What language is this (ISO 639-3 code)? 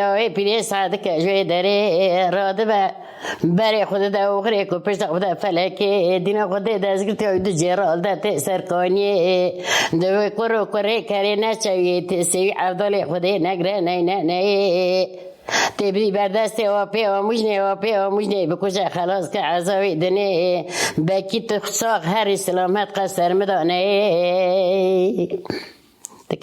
kur